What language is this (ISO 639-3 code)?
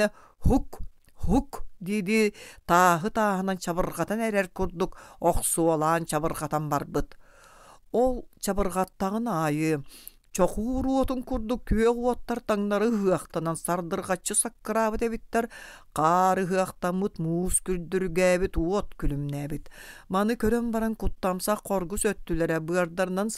sah